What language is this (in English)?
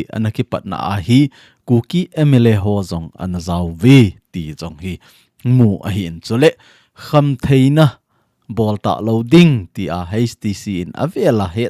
Thado Chin